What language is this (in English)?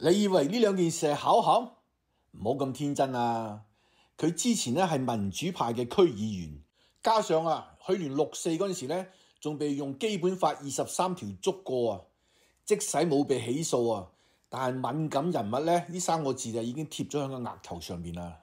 Cantonese